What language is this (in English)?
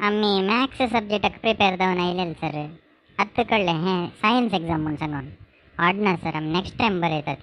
Konkani